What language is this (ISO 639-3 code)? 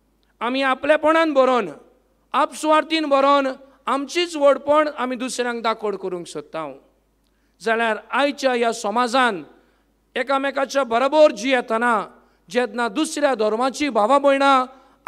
kok